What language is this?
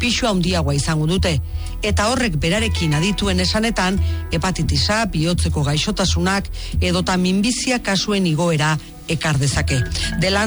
Basque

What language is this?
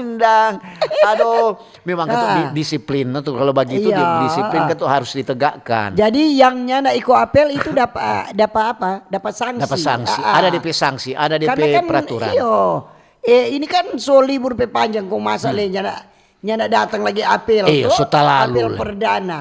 Manado Malay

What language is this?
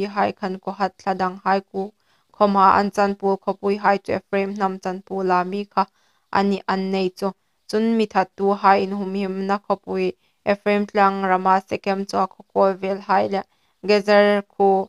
Hmar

